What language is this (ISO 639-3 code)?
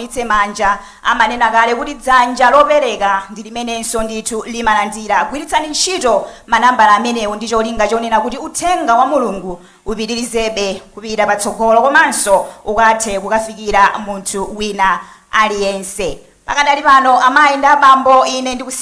nya